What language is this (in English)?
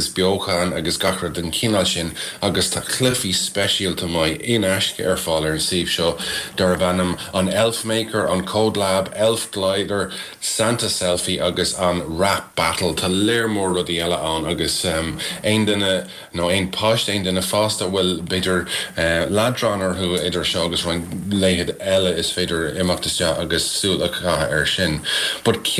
Irish